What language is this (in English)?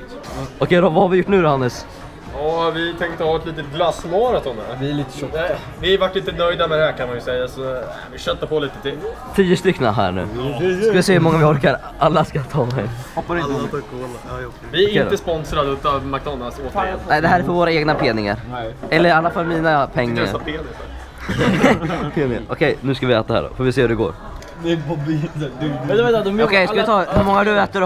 Swedish